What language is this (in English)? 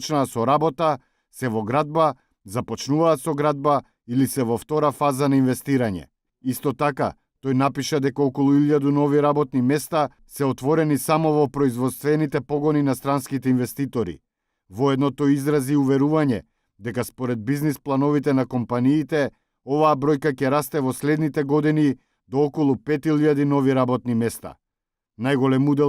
Macedonian